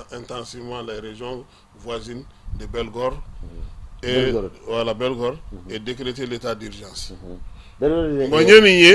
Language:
Bambara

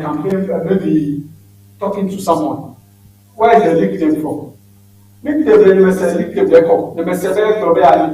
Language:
Ewe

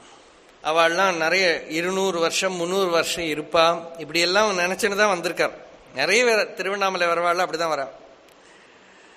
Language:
Tamil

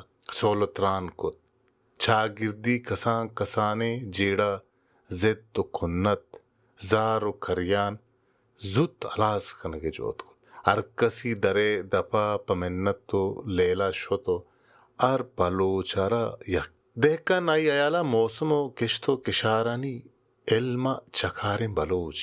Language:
Baluchi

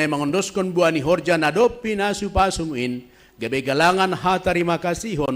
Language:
Batak Simalungun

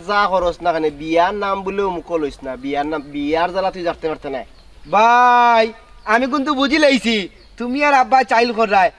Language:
Sylheti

